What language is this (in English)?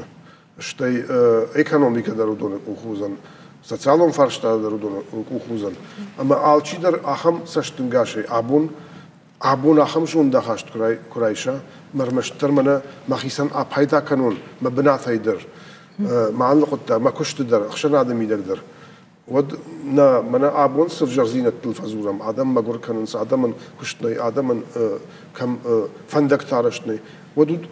Ossetic